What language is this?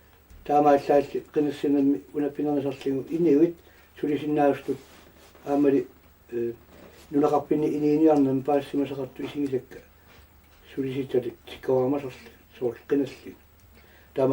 Kalaallisut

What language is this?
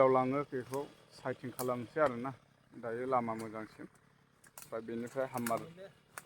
Bodo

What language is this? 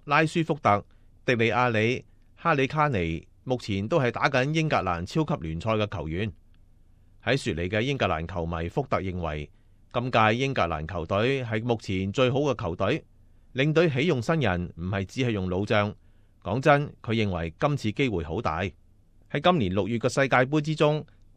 Cantonese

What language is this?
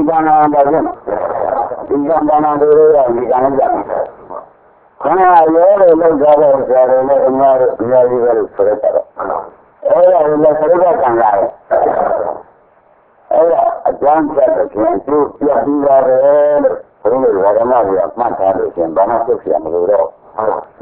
Burmese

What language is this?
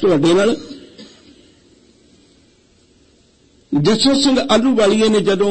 Punjabi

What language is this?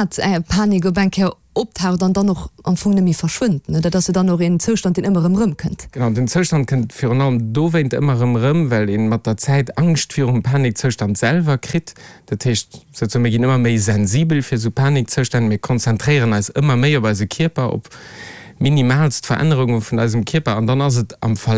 Luxembourgish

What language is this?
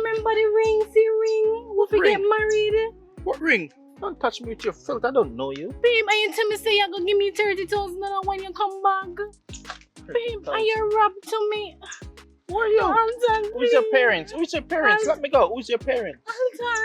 Jamaican Creole English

